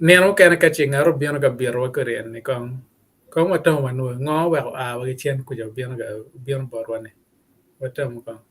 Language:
Acoli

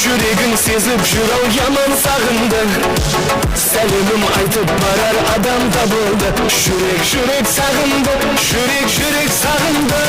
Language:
Kara-Kalpak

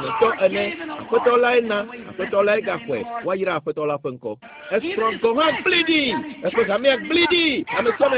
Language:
Ewe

